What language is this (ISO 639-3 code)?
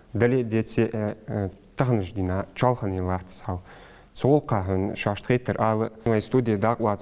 inh